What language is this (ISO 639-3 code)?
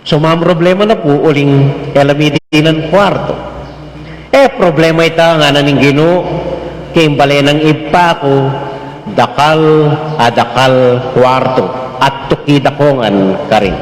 pam